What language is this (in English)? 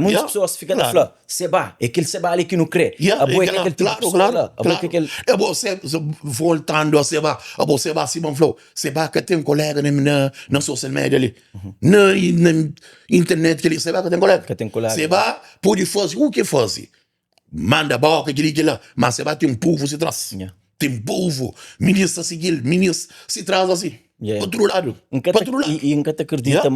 Kabuverdianu